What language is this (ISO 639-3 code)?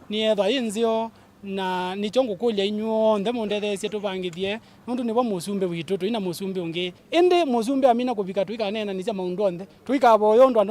kam